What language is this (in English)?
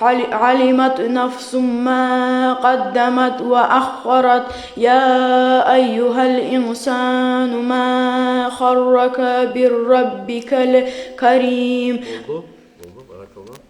Kumyk